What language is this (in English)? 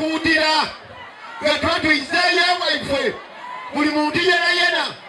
Soga